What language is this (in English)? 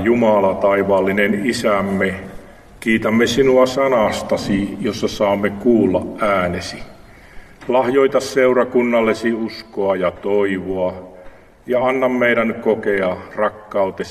Finnish